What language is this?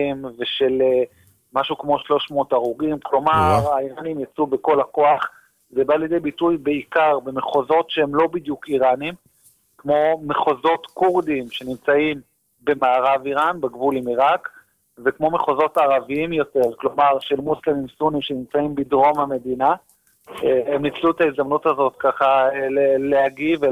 Hebrew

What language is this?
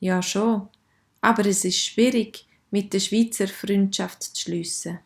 Swiss German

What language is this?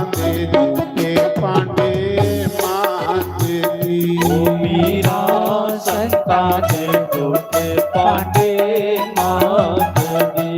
Dogri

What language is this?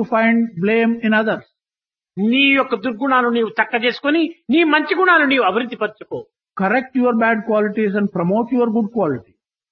Telugu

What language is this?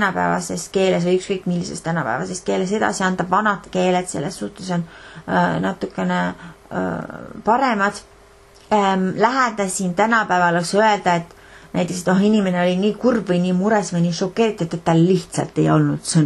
Estonian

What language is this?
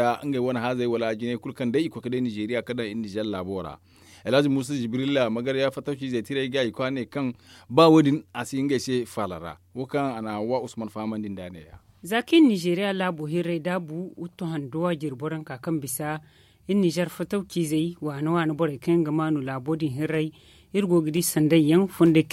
Zarma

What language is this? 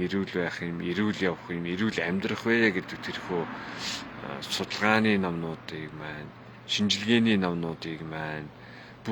Mongolian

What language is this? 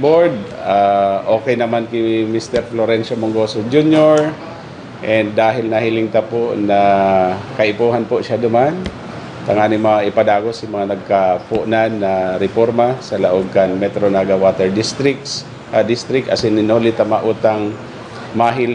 Bikol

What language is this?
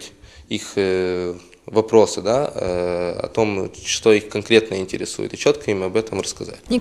Russian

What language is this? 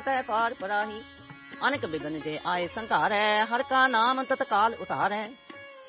Punjabi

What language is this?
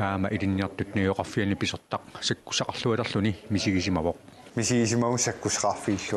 Kalaallisut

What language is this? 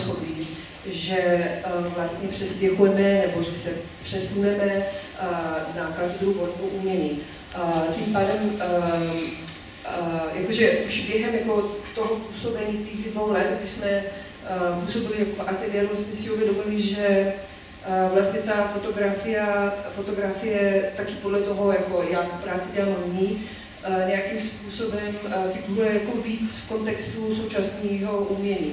Czech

